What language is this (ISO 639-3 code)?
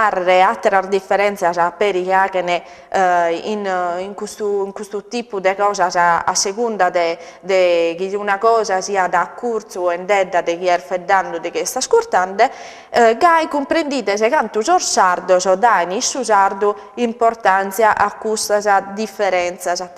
srd